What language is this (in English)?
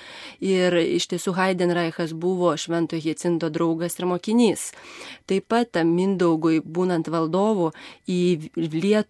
Lithuanian